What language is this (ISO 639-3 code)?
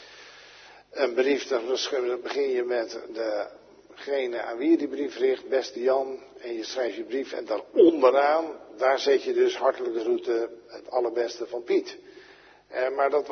nld